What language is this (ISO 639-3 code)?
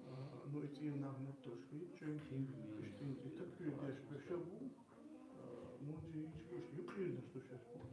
che